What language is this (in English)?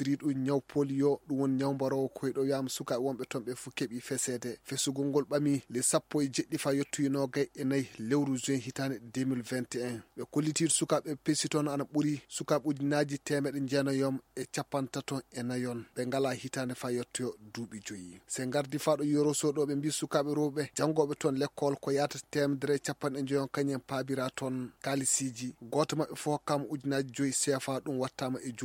Fula